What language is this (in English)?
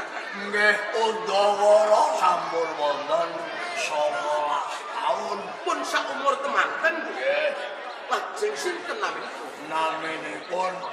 Javanese